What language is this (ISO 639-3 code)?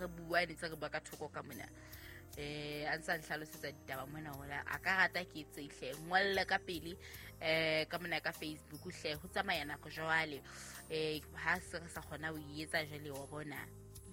sot